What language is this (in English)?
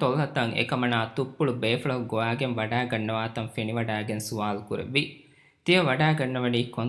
Divehi